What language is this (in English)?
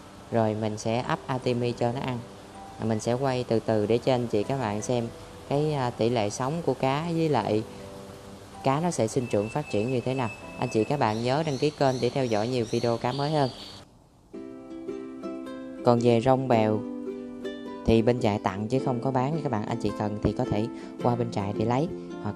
Vietnamese